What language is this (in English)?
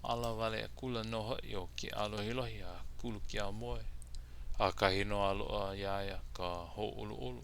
Hawaiian